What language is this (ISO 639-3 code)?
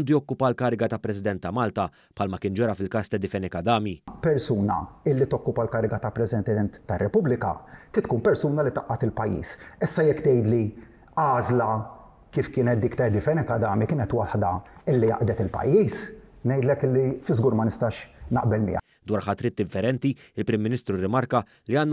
mlt